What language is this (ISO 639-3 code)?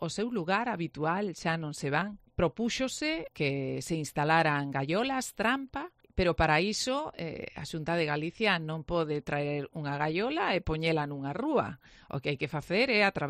glg